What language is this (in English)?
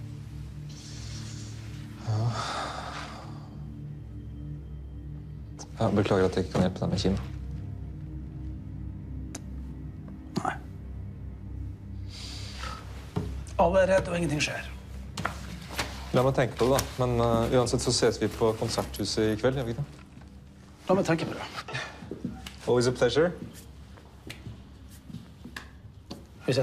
Norwegian